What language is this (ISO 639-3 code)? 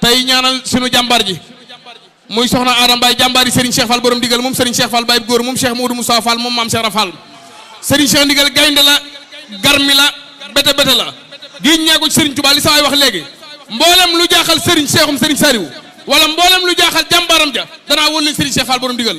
wol